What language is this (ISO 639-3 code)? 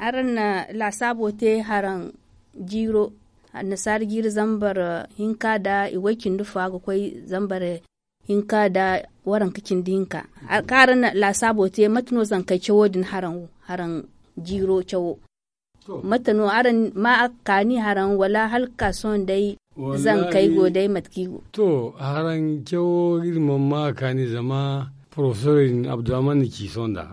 dje